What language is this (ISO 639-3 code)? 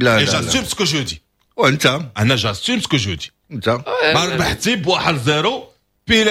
ary